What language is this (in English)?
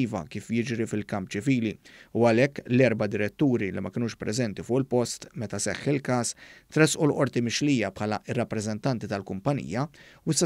Maltese